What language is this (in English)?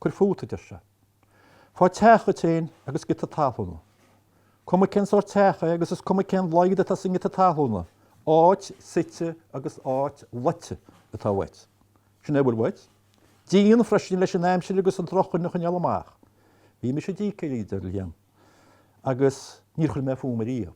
Irish